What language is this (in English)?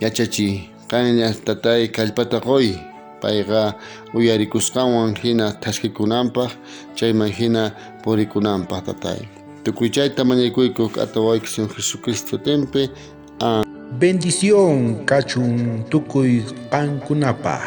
South Bolivian Quechua